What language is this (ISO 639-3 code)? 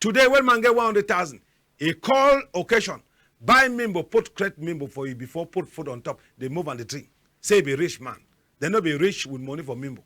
wes